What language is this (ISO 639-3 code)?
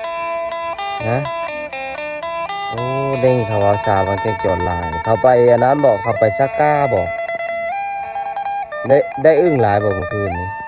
lao